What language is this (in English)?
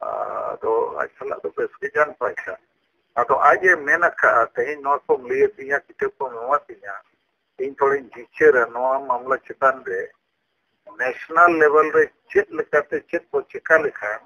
Santali